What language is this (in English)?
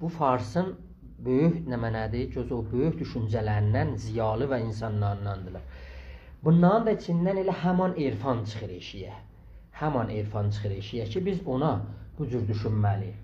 South Azerbaijani